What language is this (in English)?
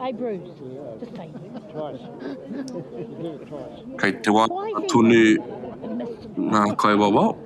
Māori